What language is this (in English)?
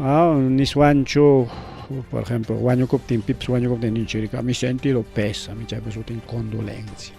Ayacucho Quechua